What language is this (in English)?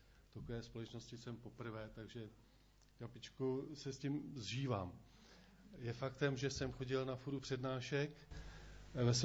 Czech